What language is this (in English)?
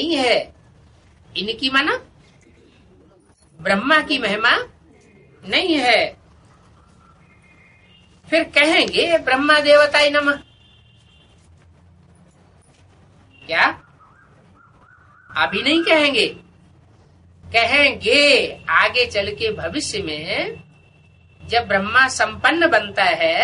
Hindi